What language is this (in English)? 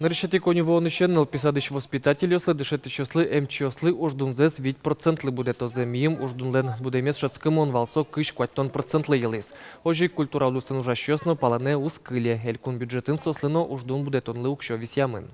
Udmurt